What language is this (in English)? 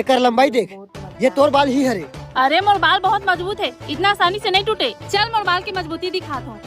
Chhattisgarhi